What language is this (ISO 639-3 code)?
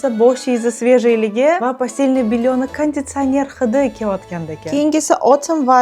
uzb